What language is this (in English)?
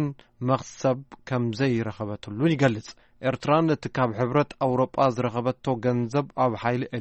Tigrinya